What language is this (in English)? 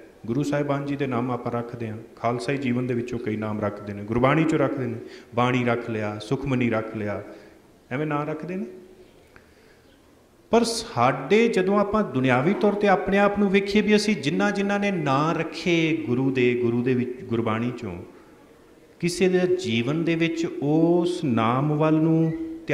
Punjabi